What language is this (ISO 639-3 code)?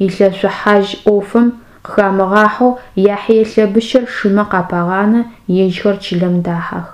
ady